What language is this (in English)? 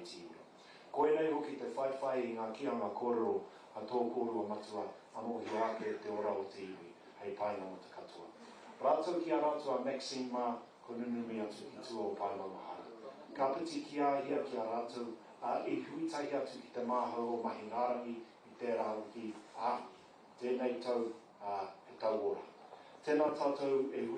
Māori